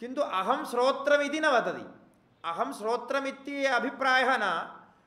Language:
Sanskrit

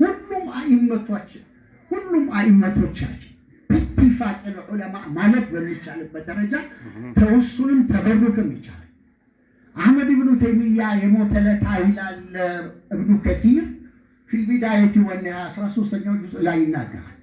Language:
Amharic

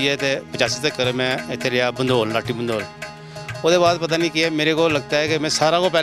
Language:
Dogri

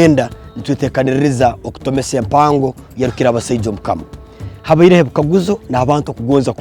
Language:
Tooro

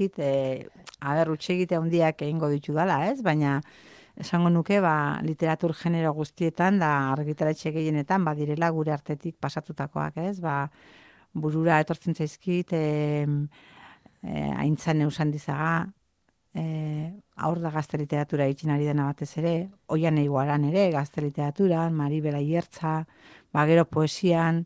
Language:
Basque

